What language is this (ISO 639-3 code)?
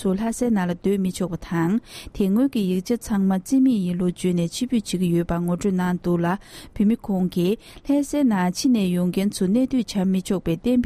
bod